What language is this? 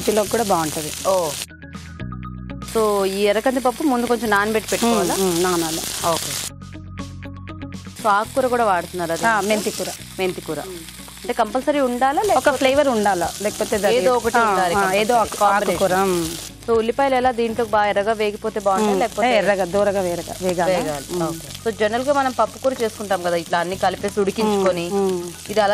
Telugu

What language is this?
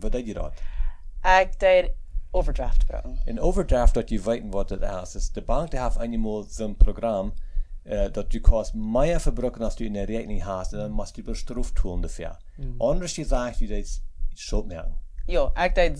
Plautdietsch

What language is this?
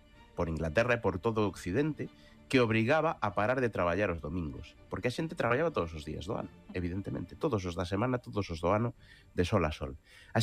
Galician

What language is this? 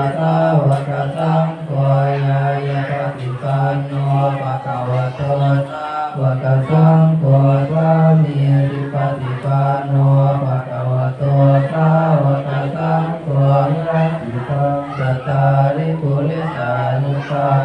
Pali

